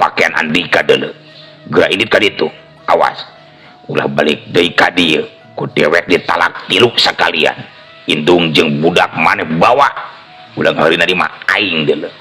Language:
Sundanese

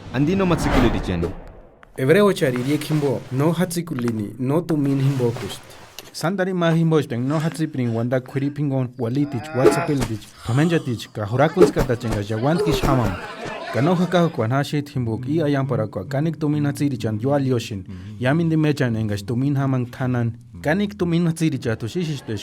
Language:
Purepecha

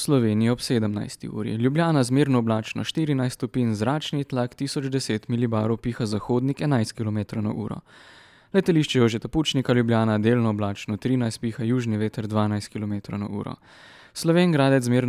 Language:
Slovenian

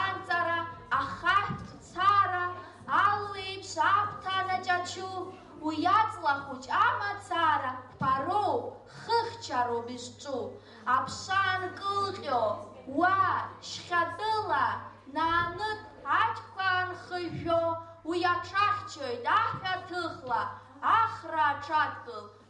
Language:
Abkhazian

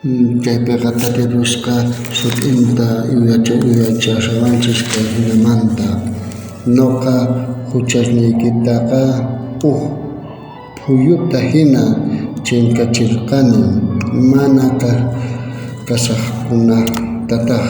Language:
South Bolivian Quechua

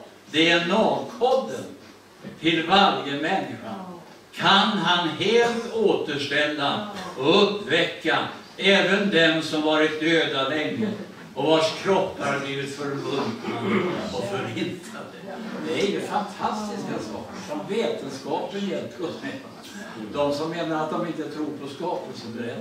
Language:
Swedish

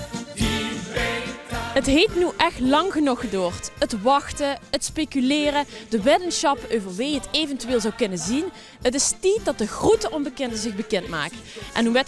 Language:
Limburgish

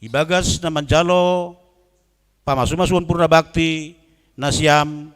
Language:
Batak Simalungun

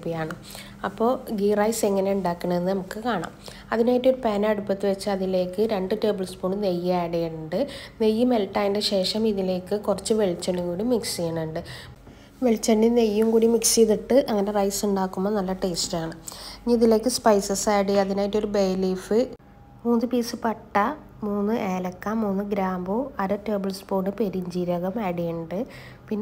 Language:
Malayalam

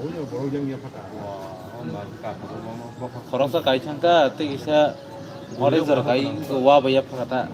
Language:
Kok Borok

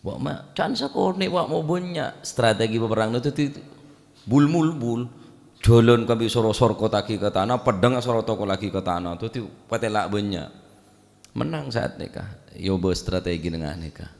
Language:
Madurese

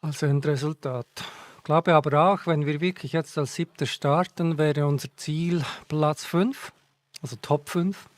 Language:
Swiss German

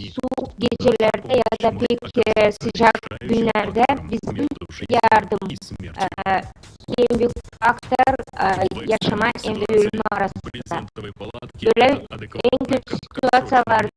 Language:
Gagauz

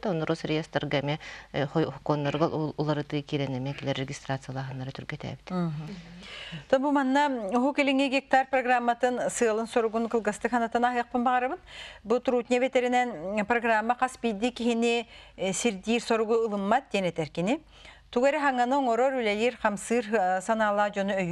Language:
Yakut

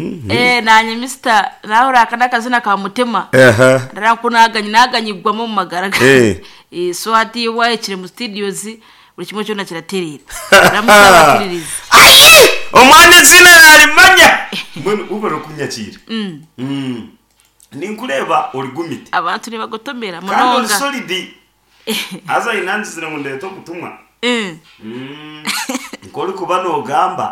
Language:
Nyankole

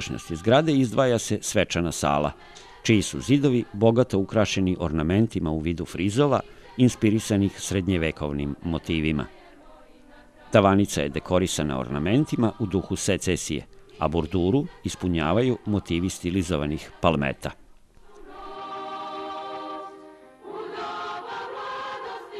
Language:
Serbian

